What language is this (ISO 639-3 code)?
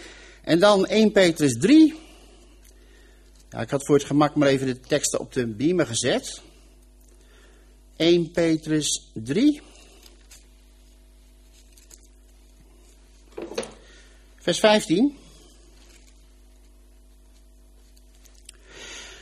nld